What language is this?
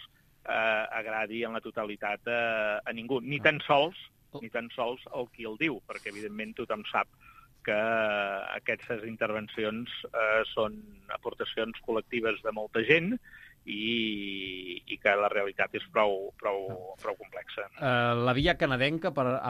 Catalan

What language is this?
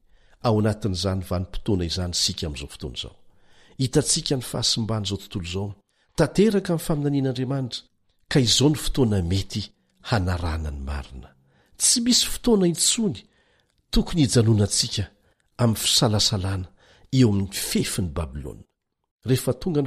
Malagasy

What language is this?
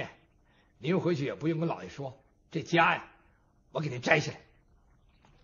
Chinese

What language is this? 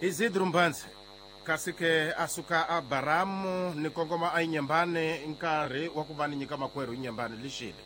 Tsonga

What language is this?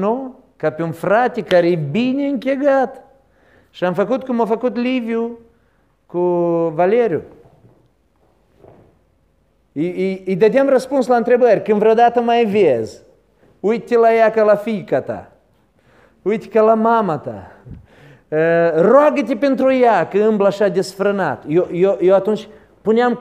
Romanian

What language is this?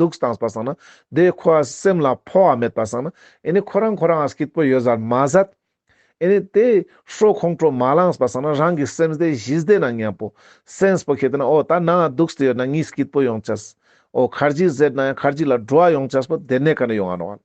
Ladakhi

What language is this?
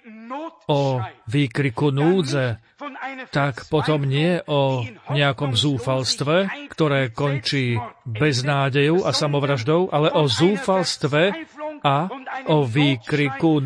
Slovak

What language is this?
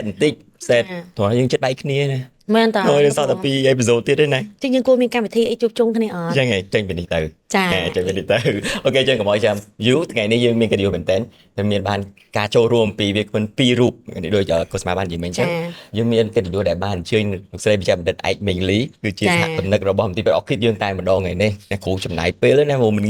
Khmer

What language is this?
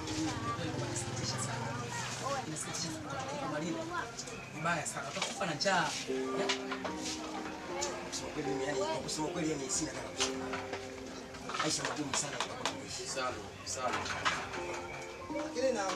Swahili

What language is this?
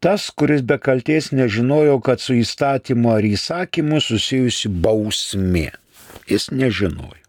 Lithuanian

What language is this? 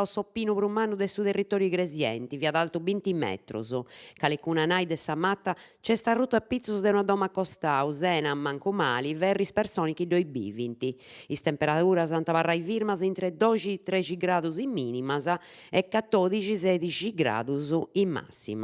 Sardinian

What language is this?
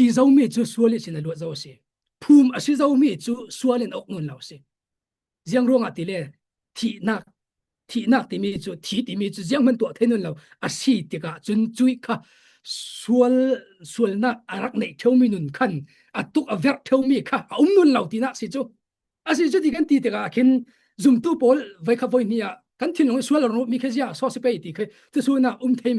Falam Chin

